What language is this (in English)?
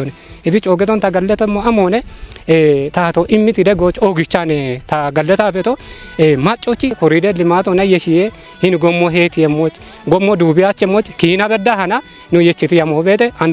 Kafa